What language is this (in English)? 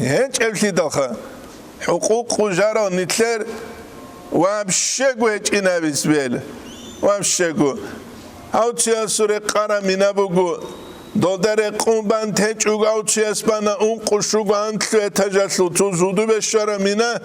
Avaric